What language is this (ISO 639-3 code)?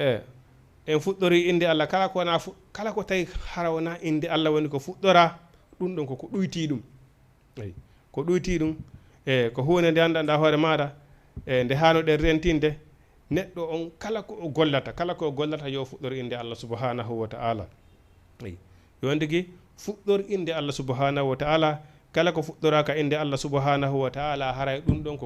ful